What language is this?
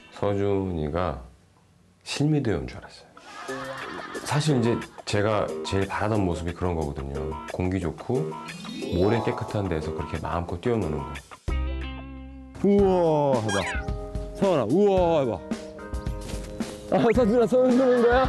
Korean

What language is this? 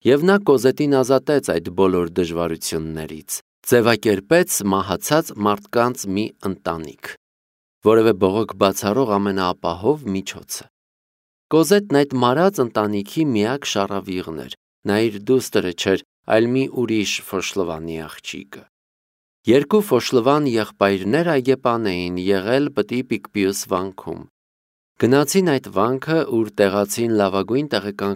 Armenian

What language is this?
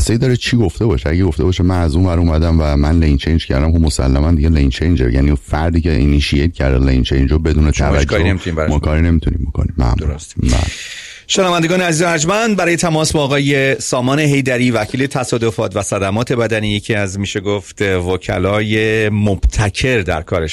Persian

